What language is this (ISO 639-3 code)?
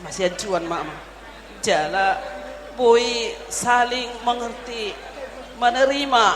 bbc